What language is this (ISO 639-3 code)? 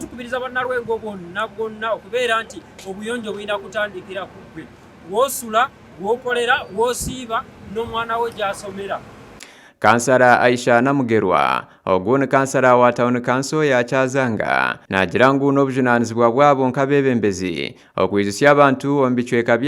nyn